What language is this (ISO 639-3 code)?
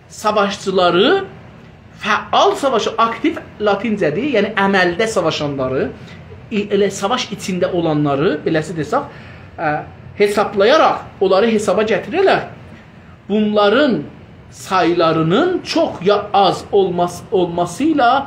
azb